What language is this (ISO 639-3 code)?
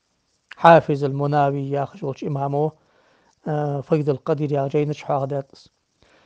inh